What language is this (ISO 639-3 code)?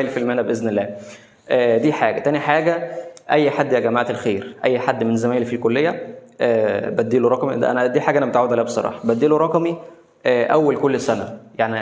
arz